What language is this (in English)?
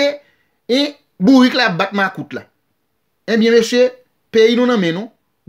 Haitian Creole